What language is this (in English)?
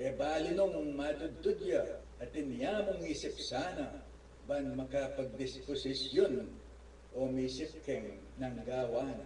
Pampanga